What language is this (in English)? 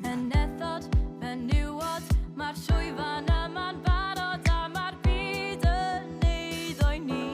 Welsh